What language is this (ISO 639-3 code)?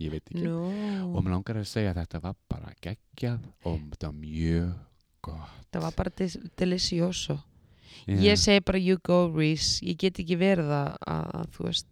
isl